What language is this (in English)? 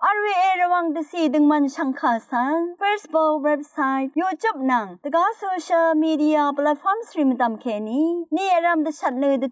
Rawang